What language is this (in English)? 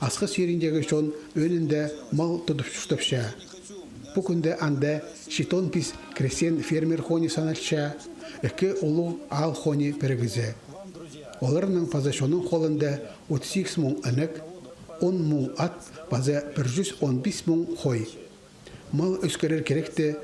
Khakas